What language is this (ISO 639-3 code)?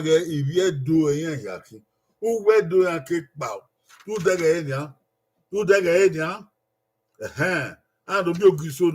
bin